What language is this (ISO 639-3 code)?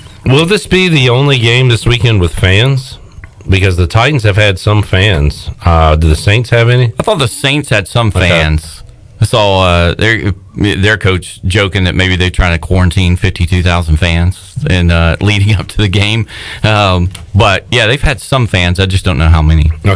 eng